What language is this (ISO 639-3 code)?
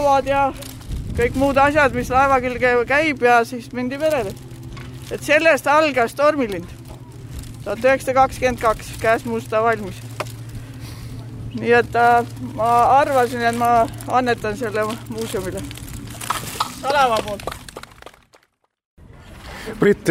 est